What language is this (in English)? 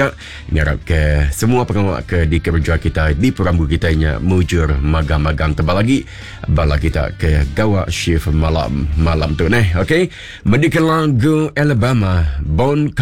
Iban